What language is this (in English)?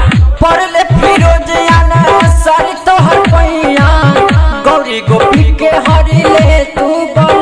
Bhojpuri